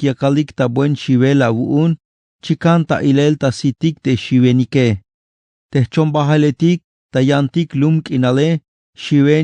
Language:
Tzeltal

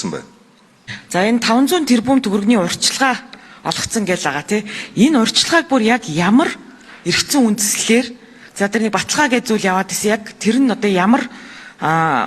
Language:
Mongolian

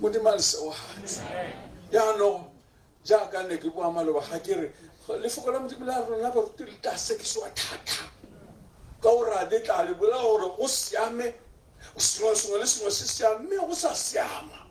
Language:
Tswana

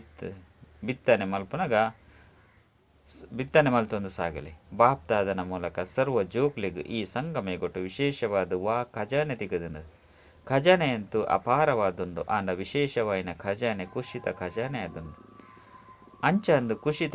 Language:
Tulu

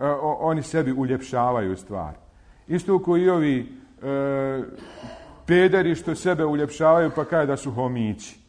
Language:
Bosnian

